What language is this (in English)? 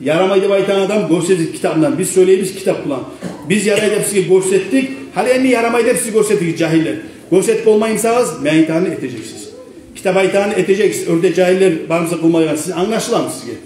Kumyk